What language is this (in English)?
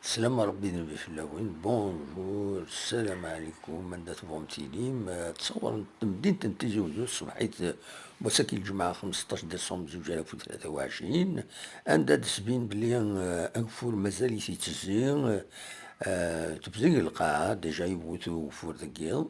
Kabyle